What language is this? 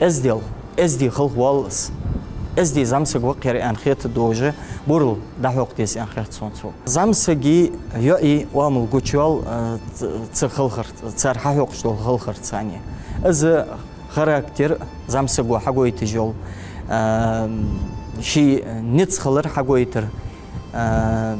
Ingush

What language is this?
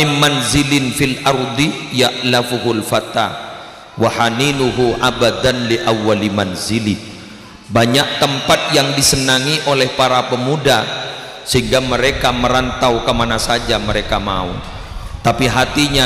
Madurese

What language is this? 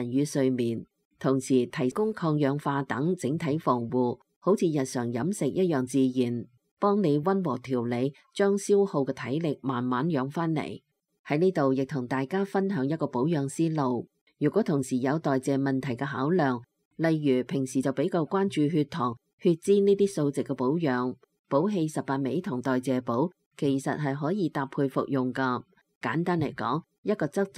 Cantonese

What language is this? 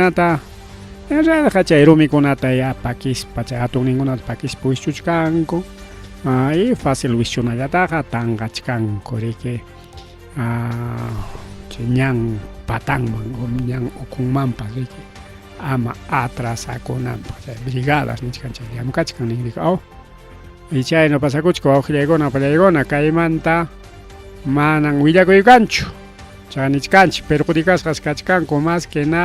Ayacucho Quechua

